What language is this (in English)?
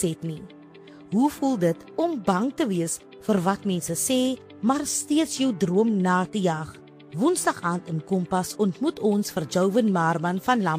Afrikaans